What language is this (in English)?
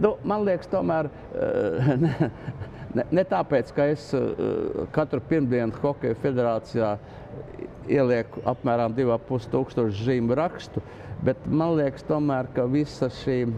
Latvian